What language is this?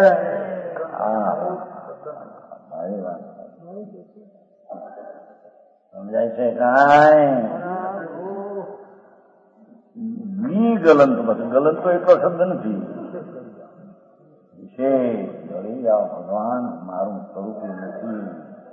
Gujarati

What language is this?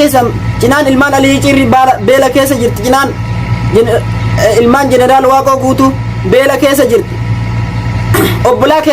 Oromo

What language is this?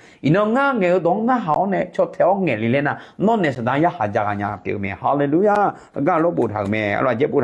Akha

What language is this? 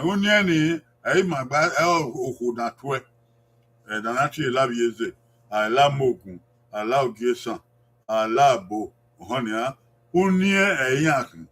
Bini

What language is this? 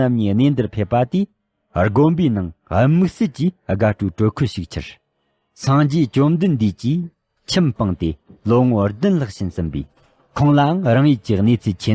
Tibetan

